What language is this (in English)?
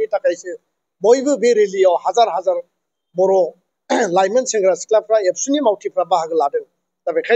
Bodo